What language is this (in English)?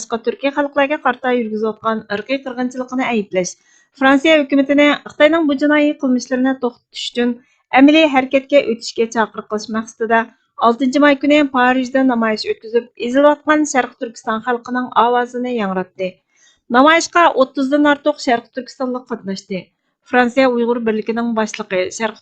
Uyghur